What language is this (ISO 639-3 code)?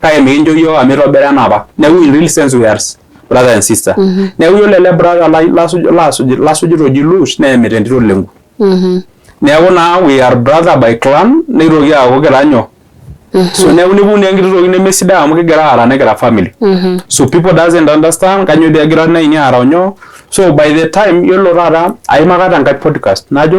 mas